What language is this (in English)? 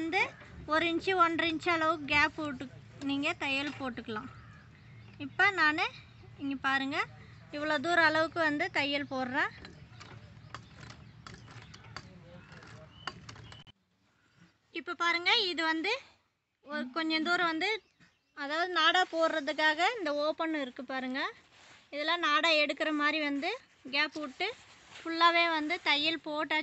Tamil